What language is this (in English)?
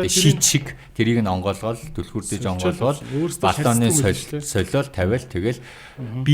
Mongolian